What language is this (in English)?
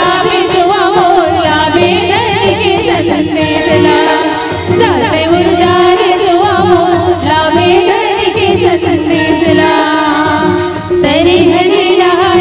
Chhattisgarhi